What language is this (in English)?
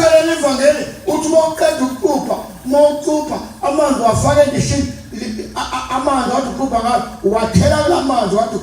Zulu